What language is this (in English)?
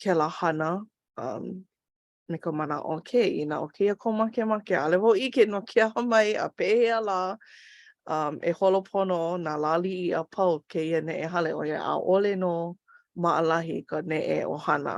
Hawaiian